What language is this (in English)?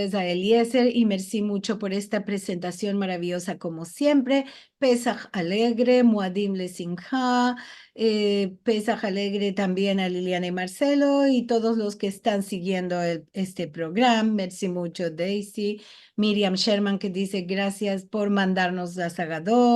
Ladino